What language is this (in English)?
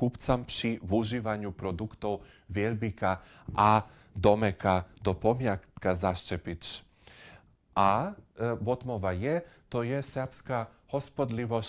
Upper Sorbian